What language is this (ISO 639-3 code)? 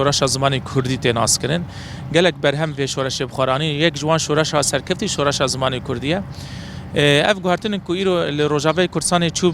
kur